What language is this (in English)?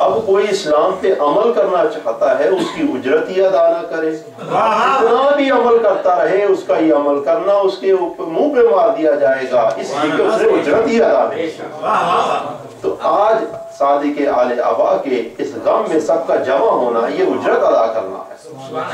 Urdu